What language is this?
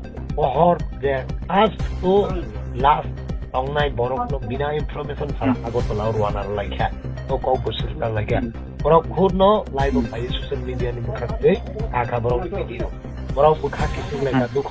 Kok Borok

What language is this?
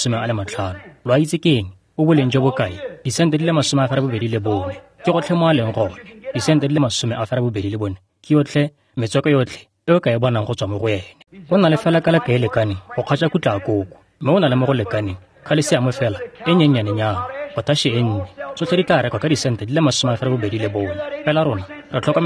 Tswana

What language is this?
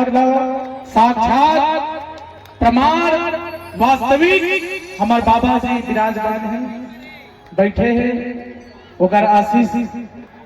Chhattisgarhi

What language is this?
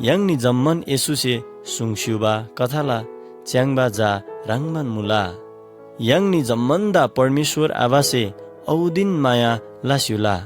Eastern Tamang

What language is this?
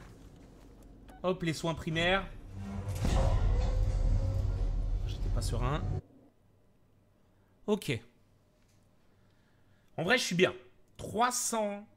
French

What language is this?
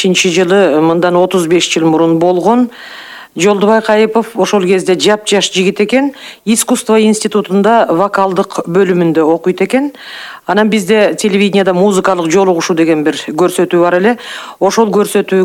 Kyrgyz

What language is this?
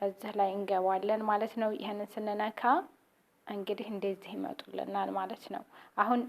Amharic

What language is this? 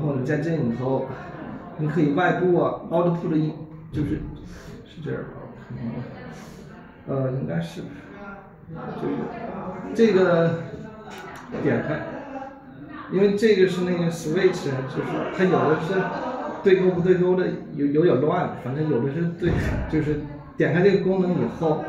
Chinese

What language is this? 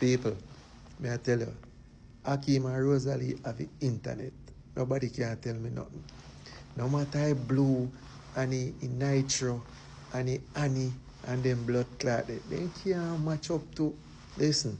Jamaican Creole English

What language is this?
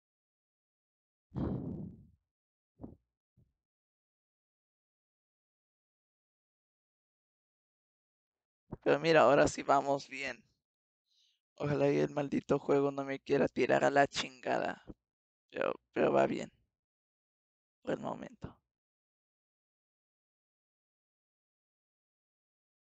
Spanish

